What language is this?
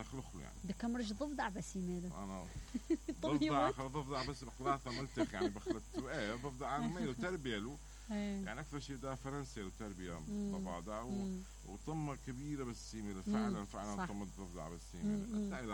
Mesopotamian Arabic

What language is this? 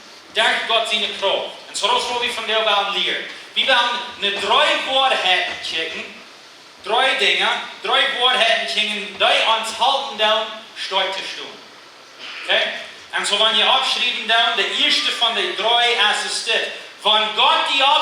Plautdietsch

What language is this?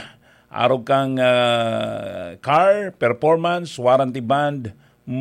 Bikol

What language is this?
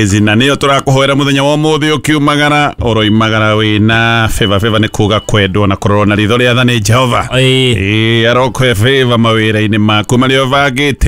Kikuyu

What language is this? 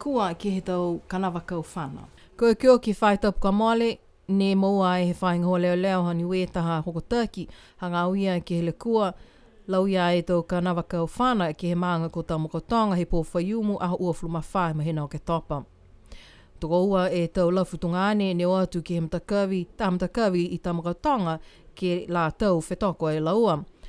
Niuean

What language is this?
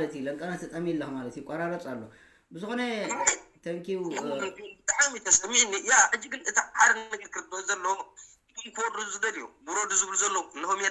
Tigrinya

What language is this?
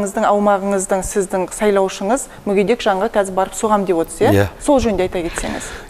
Kazakh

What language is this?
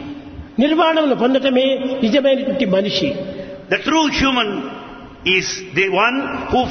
Telugu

